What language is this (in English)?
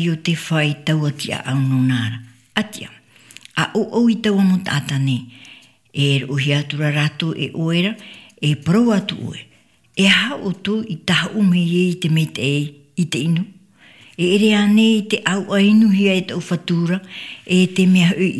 Tahitian